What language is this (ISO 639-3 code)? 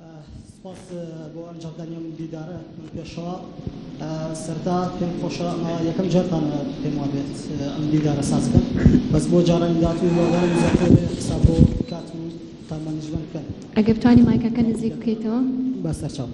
ckb